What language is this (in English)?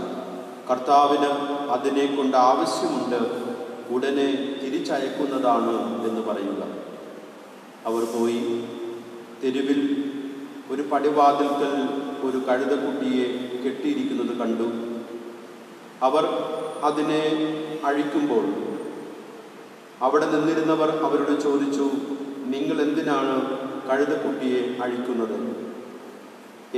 Malayalam